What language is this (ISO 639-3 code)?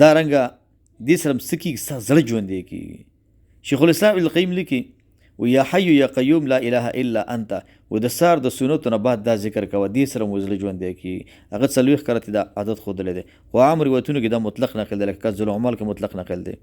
pus